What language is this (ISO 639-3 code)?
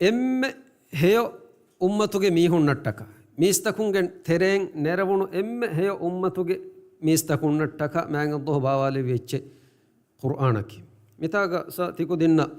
div